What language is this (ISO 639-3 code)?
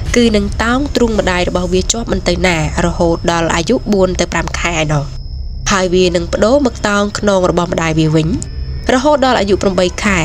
khm